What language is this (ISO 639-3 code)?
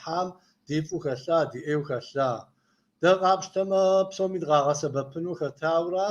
kbd